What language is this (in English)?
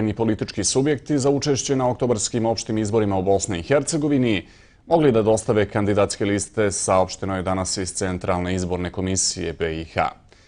Bosnian